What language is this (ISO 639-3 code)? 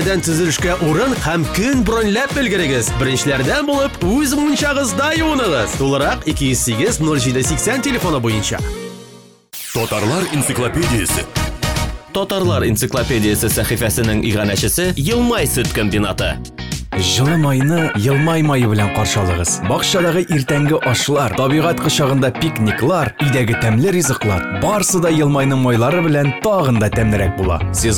tat